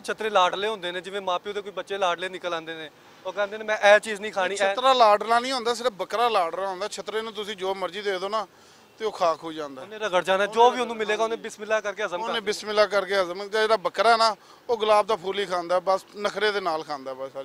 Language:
Western Panjabi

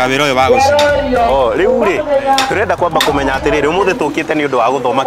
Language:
Kikuyu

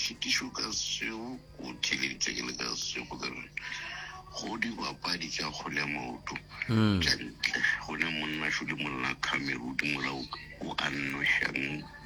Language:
Northern Sotho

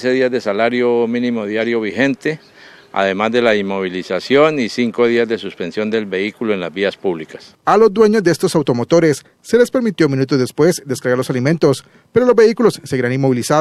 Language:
Spanish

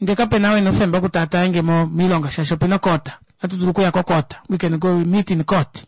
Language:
Kuanyama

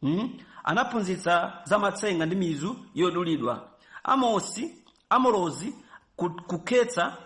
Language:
Nyanja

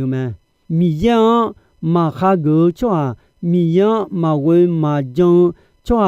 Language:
Akha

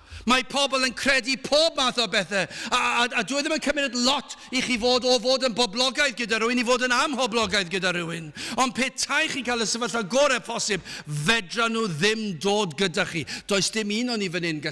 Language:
Welsh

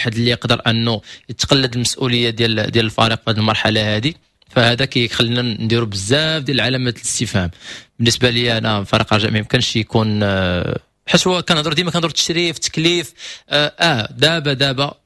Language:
Moroccan Arabic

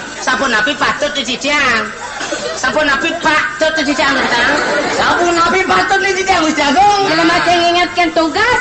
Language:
Balinese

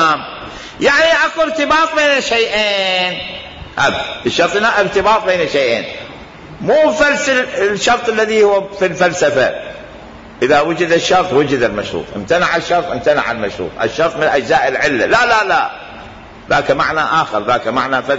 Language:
Mesopotamian Arabic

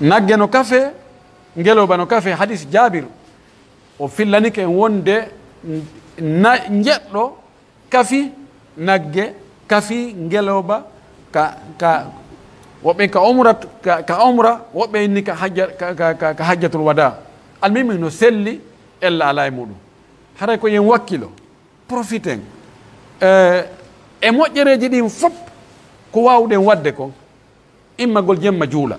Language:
Pular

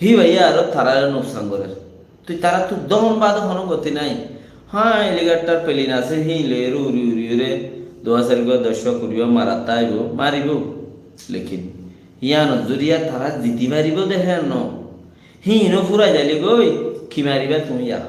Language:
Rohingya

